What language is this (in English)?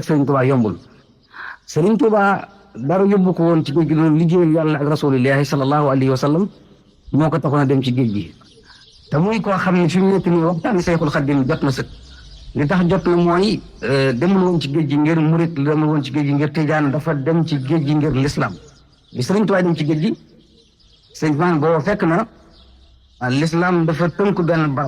Wolof